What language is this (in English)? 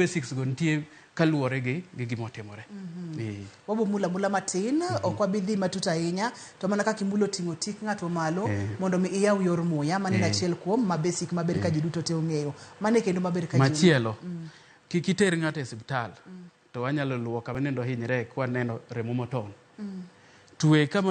Luo (Kenya and Tanzania)